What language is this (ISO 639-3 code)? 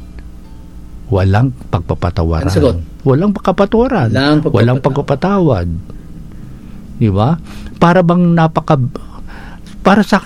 fil